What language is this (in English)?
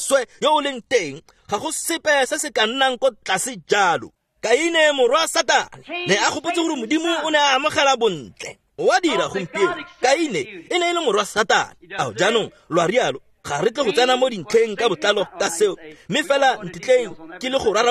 Tswana